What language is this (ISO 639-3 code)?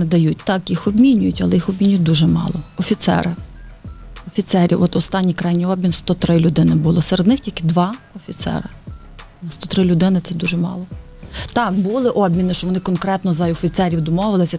ukr